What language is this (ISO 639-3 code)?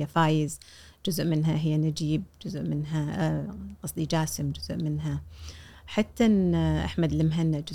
afb